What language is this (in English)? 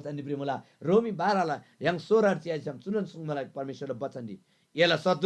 Eastern Tamang